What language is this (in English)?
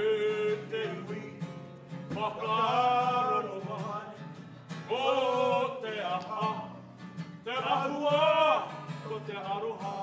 Māori